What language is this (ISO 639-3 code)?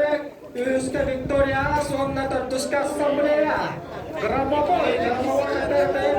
sah